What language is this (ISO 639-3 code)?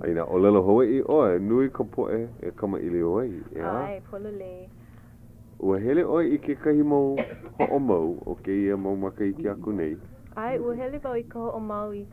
haw